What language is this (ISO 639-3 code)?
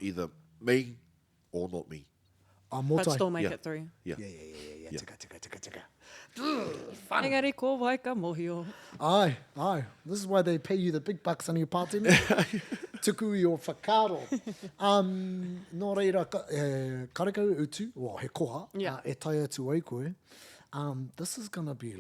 mri